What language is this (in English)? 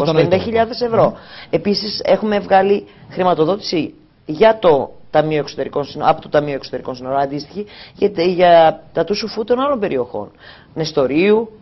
Greek